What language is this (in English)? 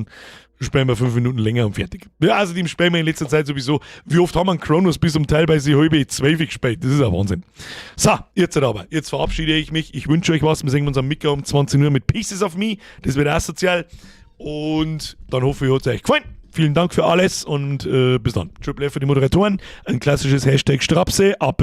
Bavarian